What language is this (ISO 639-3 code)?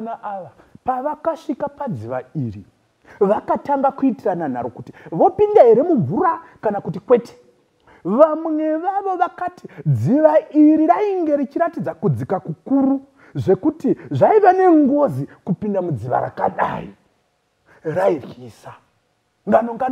sna